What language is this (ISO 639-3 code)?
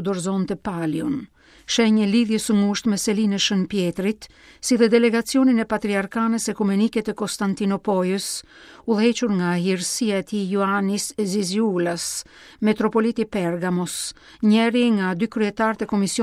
sqi